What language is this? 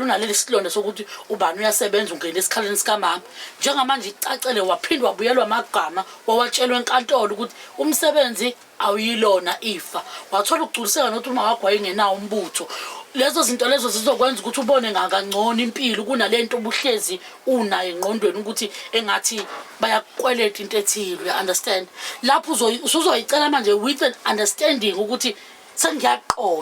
Zulu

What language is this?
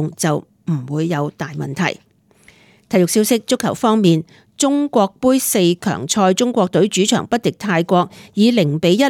Cantonese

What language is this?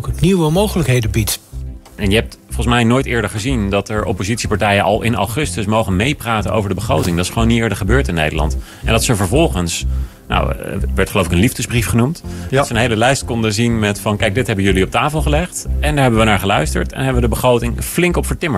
Dutch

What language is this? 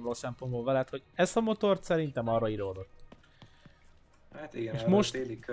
Hungarian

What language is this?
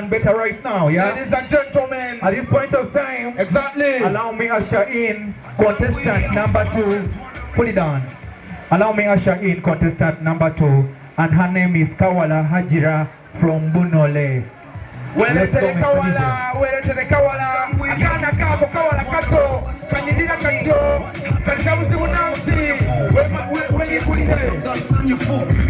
Soga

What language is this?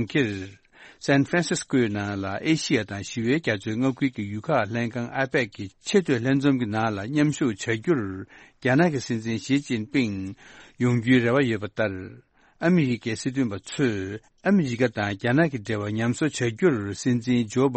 Tibetan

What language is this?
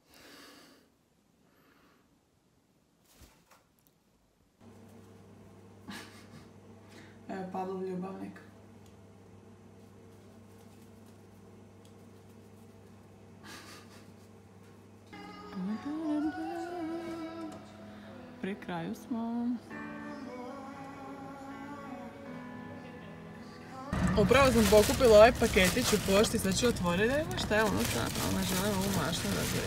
Croatian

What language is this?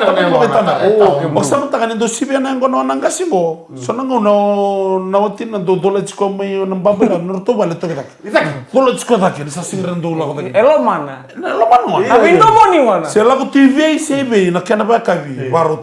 Fijian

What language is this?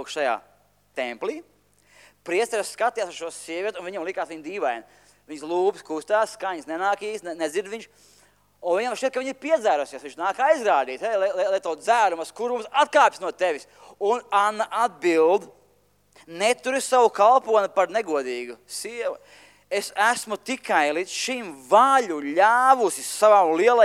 Latvian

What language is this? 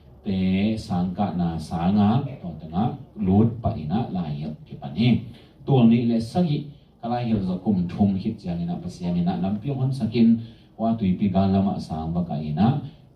Tedim Chin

